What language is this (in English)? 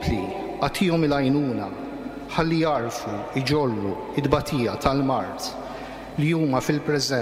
Maltese